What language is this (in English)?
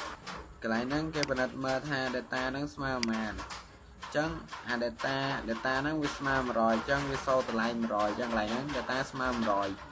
Khmer